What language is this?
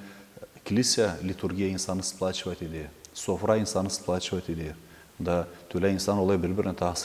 Gagauz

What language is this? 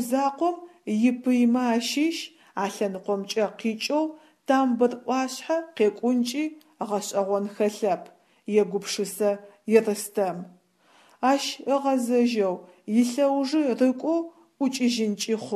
Adyghe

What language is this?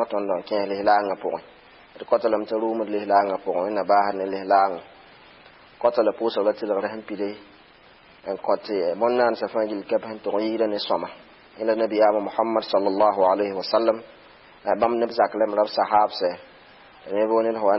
Mossi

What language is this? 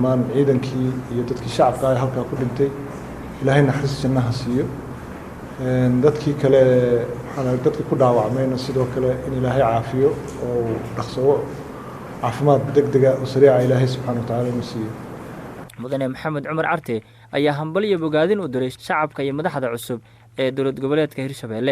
Somali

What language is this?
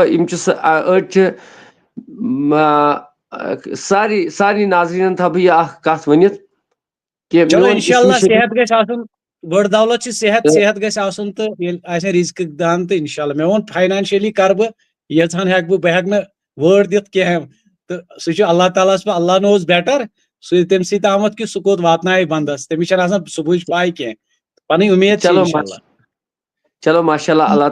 Kashmiri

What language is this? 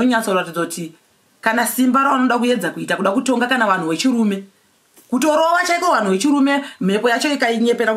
Shona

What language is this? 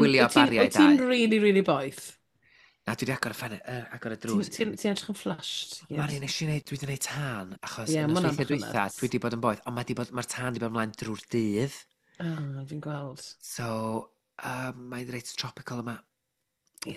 Welsh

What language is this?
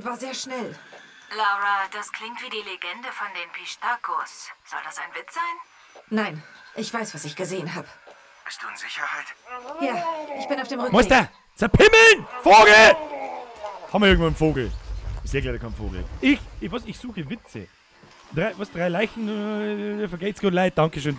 Bavarian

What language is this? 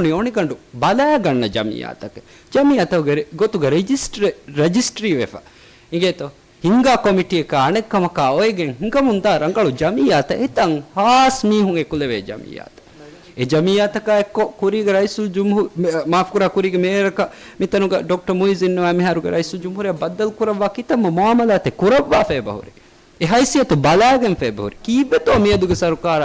Divehi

